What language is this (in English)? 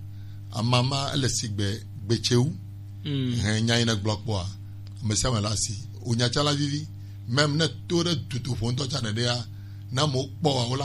Gen